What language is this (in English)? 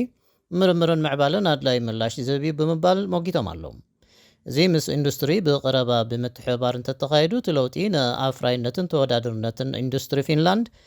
Tigrinya